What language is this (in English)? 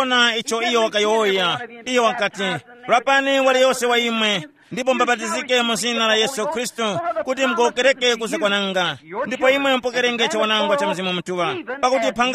Tumbuka